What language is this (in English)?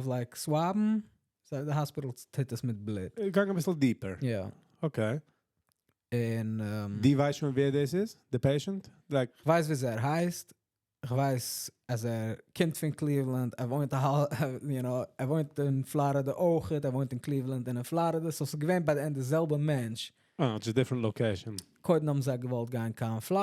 Yiddish